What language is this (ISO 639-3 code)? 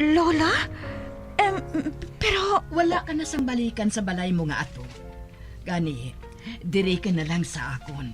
hil